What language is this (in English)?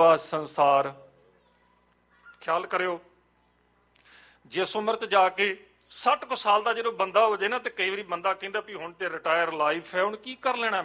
Punjabi